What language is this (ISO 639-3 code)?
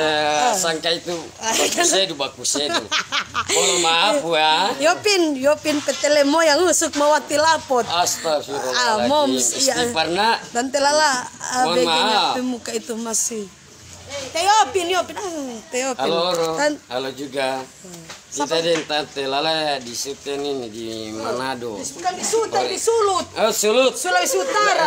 xmm